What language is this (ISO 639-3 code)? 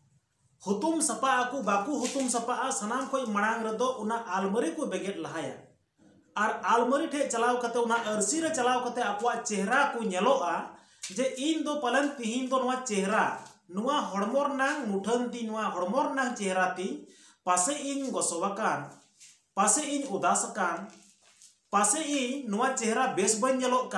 sat